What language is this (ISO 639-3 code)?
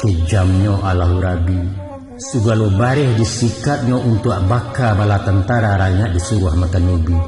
min